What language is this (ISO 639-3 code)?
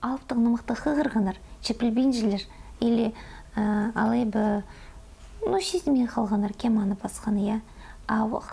kjh